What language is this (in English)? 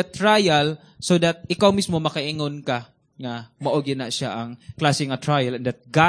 Cebuano